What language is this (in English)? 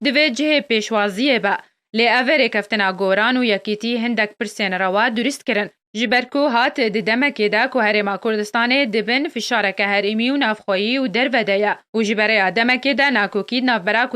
Kurdish